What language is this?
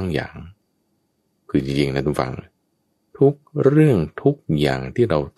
Thai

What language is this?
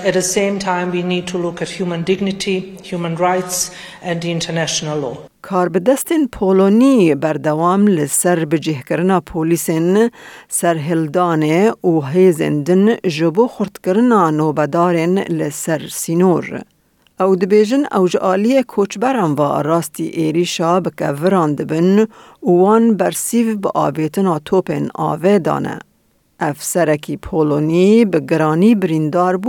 Kurdish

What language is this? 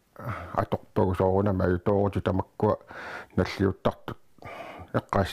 Kalaallisut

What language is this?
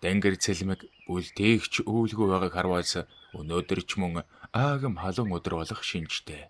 Mongolian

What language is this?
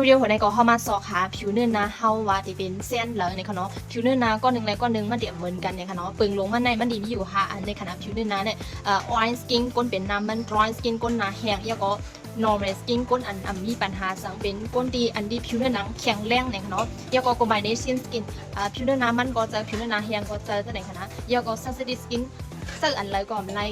Shan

